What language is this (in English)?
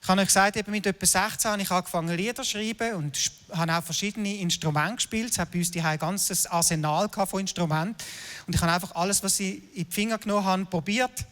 Swiss German